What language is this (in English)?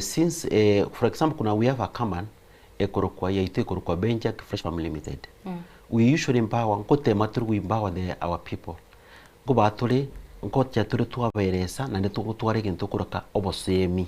Gusii